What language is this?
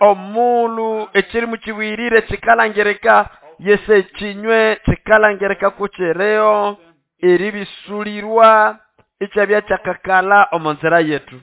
Nande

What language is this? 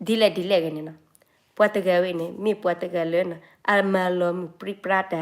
S'gaw Karen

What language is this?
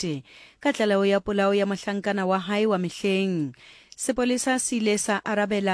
Southern Sotho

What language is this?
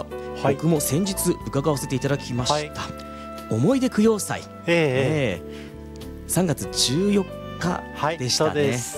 Japanese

